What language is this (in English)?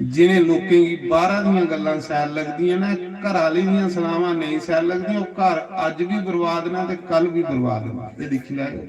Dogri